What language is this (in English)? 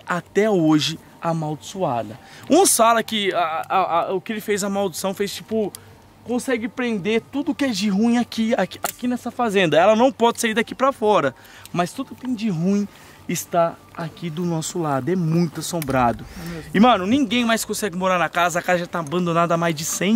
Portuguese